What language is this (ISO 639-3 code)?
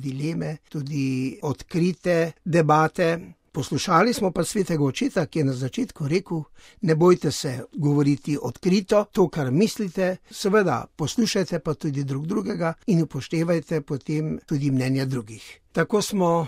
slv